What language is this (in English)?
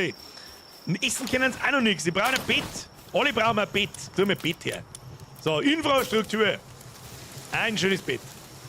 Bavarian